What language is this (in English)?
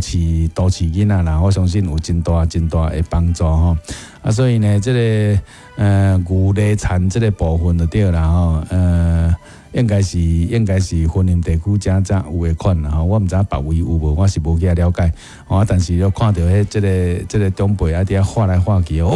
Min Nan Chinese